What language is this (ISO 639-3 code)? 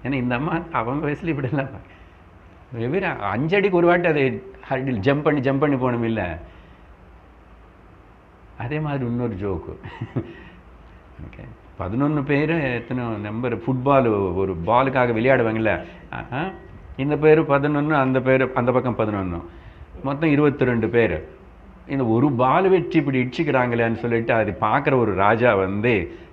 tam